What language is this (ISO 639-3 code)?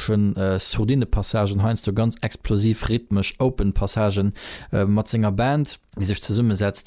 ltz